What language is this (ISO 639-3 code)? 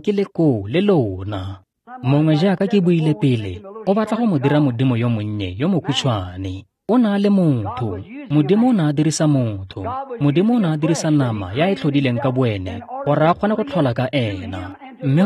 tsn